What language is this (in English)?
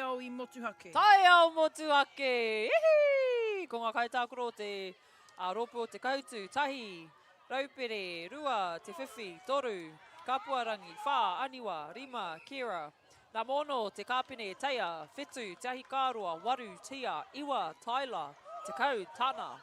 Māori